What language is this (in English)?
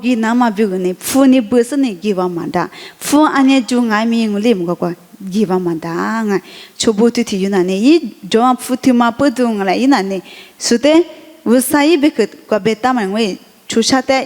Lisu